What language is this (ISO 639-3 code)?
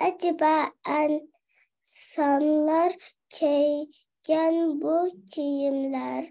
uig